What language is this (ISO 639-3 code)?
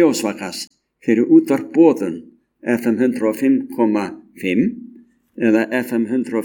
isl